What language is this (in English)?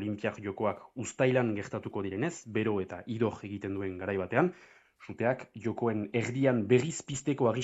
Basque